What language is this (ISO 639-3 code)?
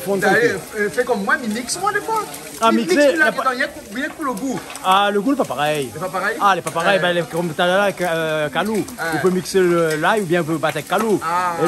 rcf